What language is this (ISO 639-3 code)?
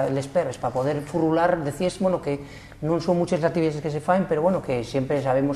ast